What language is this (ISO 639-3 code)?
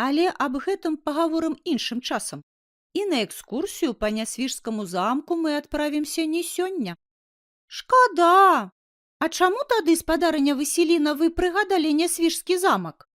bel